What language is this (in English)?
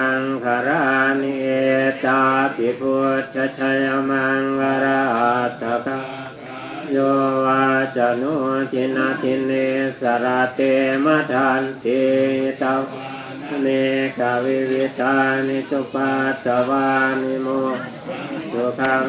Pali